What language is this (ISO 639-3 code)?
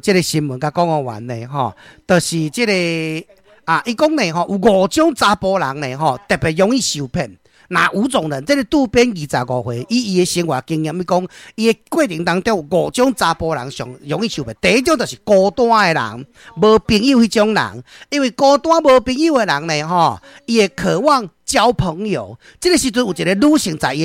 nan